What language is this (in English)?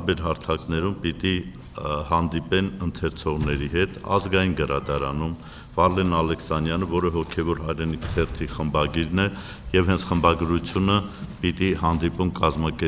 Armenian